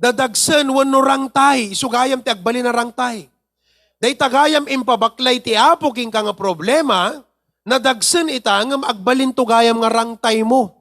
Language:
Iloko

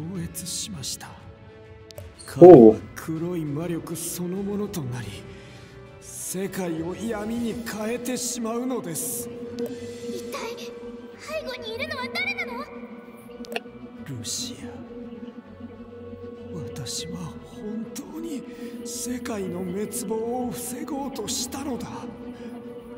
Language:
Japanese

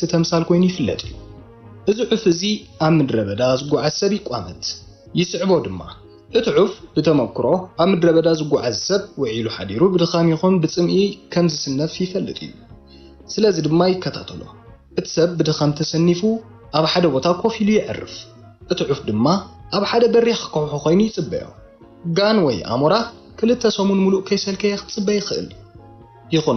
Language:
Tigrinya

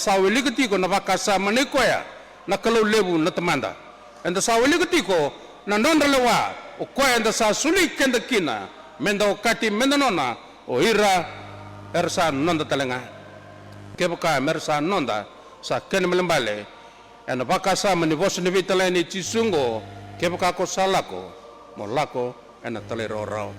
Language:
Fijian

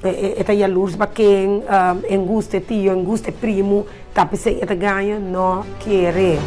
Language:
Papiamento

